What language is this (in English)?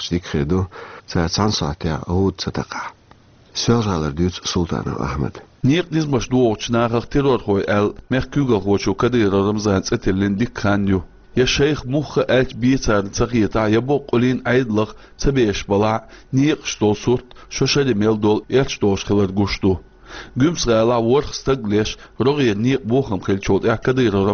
Chechen